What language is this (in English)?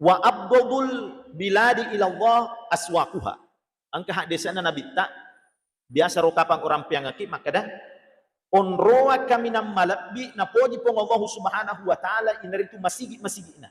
Buginese